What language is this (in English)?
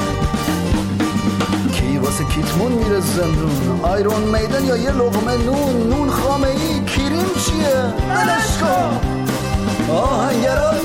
Persian